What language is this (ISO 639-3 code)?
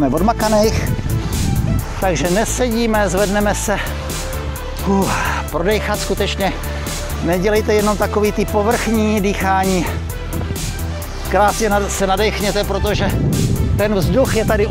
ces